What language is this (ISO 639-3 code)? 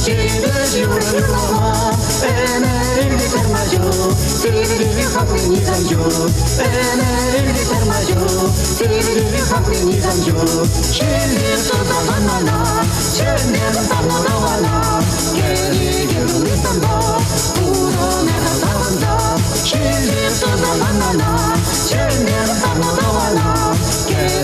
chv